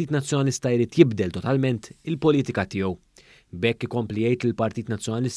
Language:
Maltese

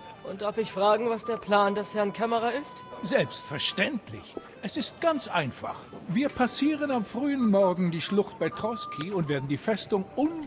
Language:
Bavarian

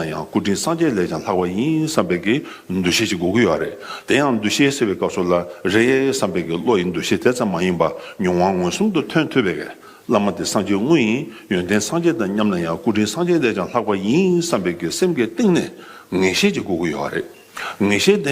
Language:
Tibetan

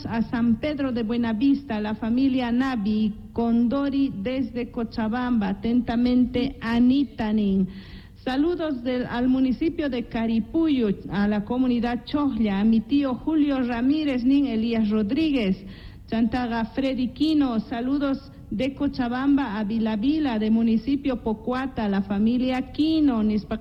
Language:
South Bolivian Quechua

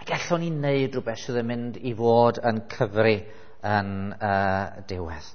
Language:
Welsh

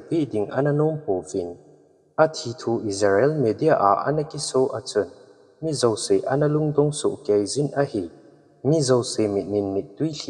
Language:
Thado Chin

